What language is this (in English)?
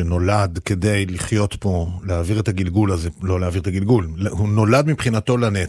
Hebrew